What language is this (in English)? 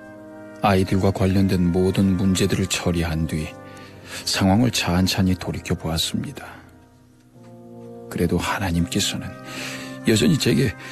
Korean